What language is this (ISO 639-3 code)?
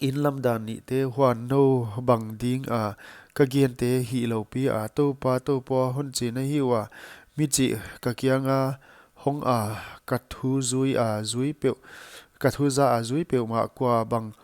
pck